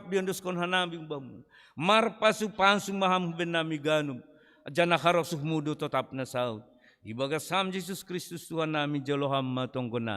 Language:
Batak Simalungun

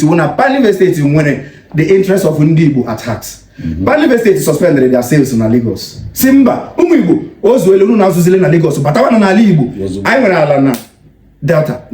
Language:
Igbo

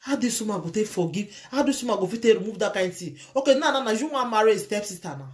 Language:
Nigerian Pidgin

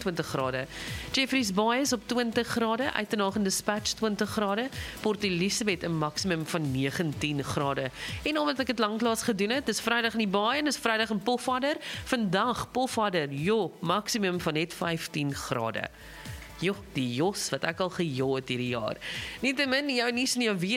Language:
Afrikaans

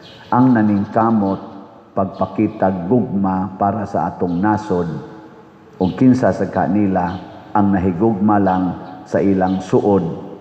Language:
Cebuano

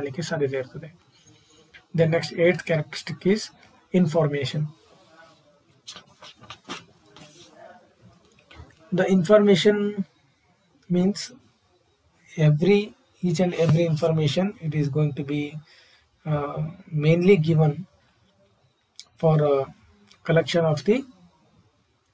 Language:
Kannada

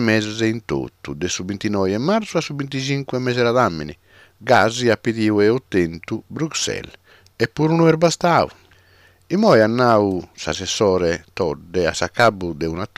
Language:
Sardinian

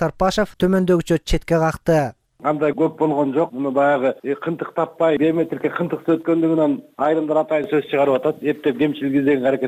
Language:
Kyrgyz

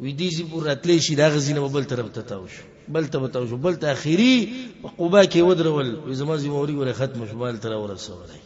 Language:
Pashto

